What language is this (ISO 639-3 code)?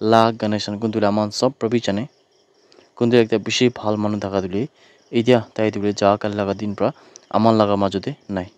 nag